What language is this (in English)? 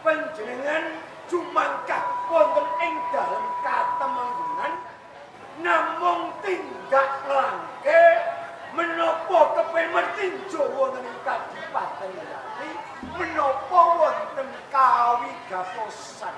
Javanese